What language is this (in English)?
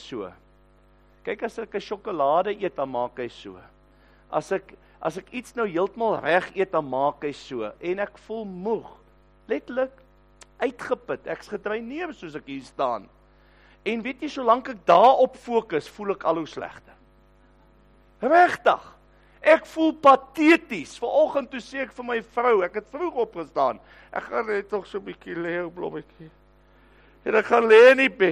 Afrikaans